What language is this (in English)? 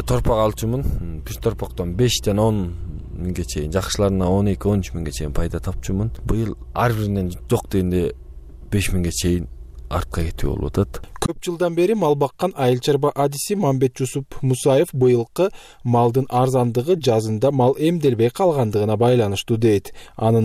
Kyrgyz